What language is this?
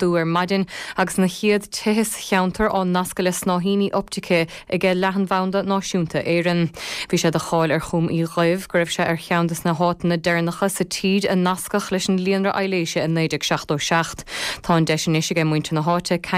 Irish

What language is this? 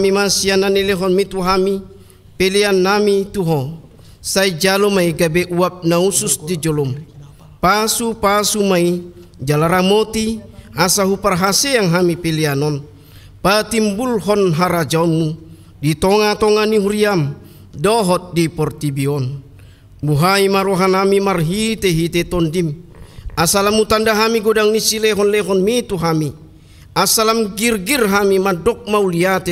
Batak Toba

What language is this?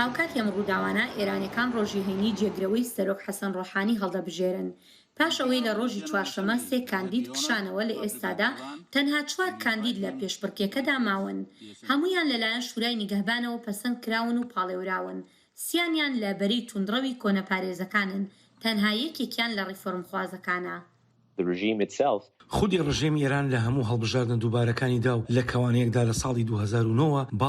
Central Kurdish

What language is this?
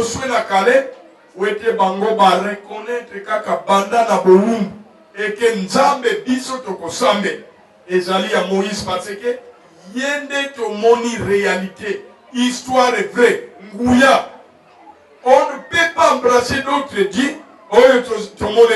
Lingala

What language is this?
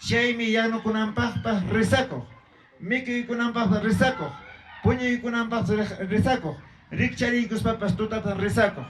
Ayacucho Quechua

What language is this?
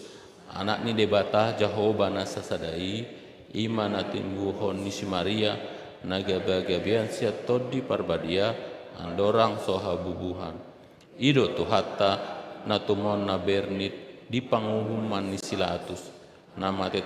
Batak Toba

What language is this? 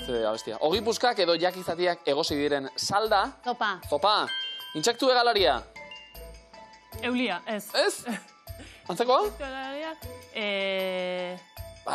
Basque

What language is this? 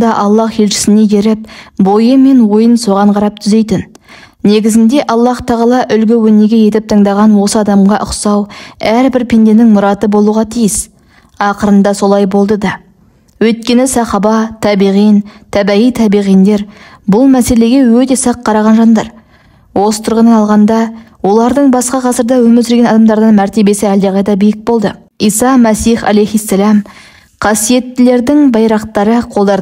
Kazakh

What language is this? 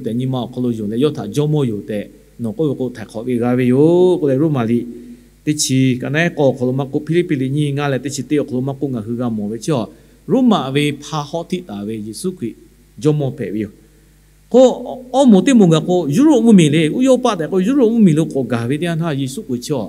Lahu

